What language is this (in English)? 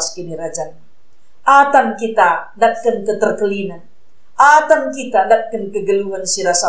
Batak Karo